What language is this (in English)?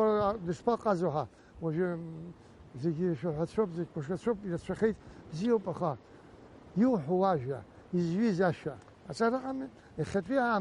Abkhazian